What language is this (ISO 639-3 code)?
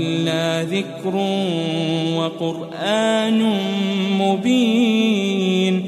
ara